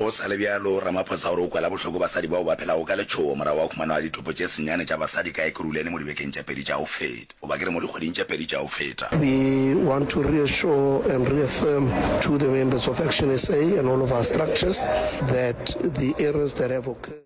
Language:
Northern Sotho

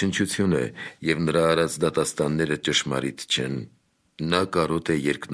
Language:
Armenian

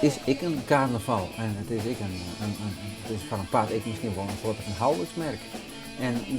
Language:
Western Frisian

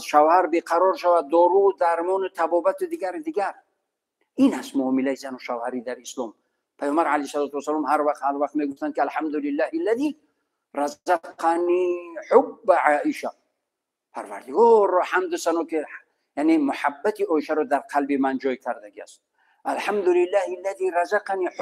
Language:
Tajik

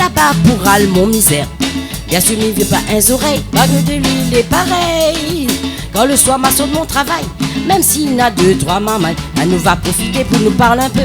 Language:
Réunion Creole French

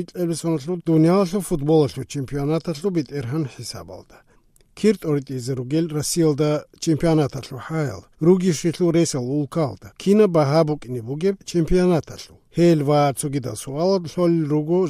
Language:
Avaric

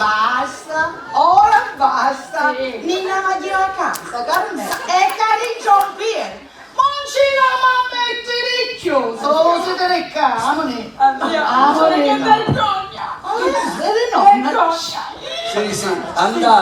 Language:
Sicilian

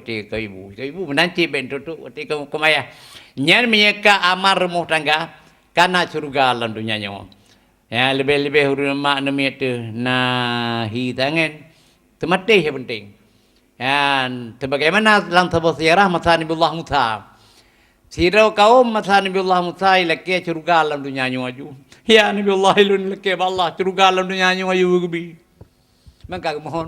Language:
Achinese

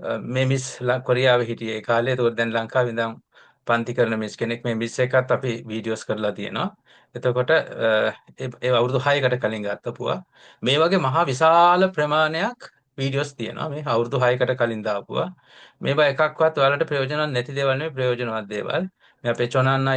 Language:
Sinhala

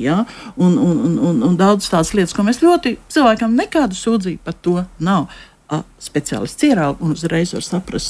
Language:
Latvian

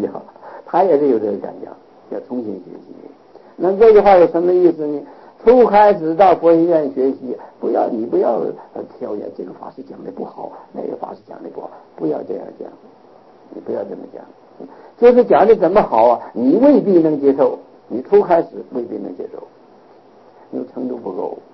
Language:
Chinese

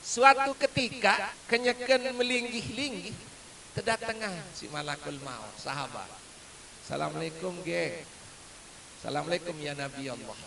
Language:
Sasak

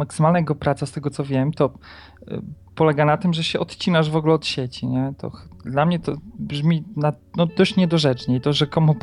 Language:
Polish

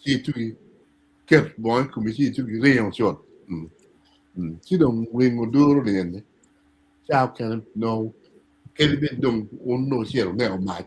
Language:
Acoli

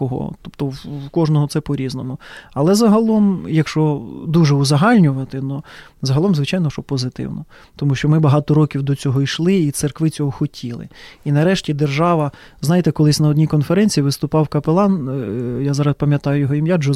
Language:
Ukrainian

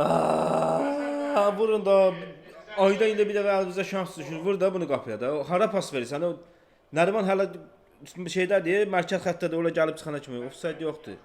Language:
Azerbaijani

